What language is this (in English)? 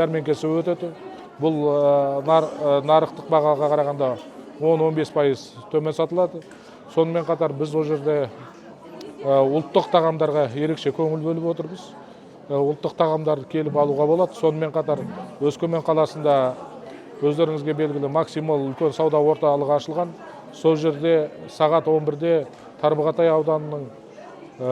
Kazakh